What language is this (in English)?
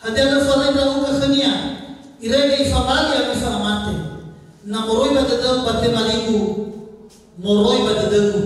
Nias